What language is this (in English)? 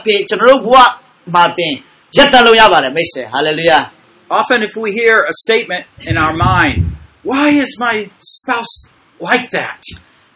Burmese